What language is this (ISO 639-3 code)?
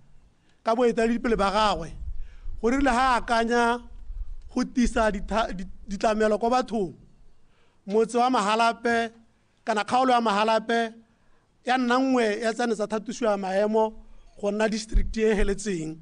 tsn